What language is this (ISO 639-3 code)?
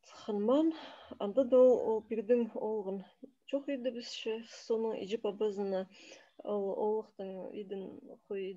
kjh